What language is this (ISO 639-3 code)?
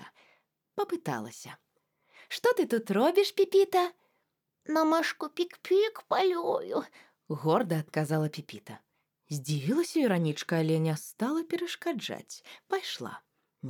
bel